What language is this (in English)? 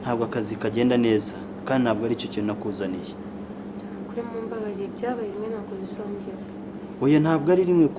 Kinyarwanda